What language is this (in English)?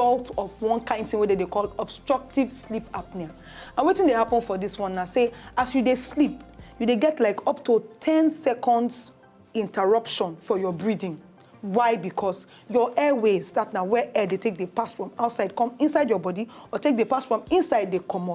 Nigerian Pidgin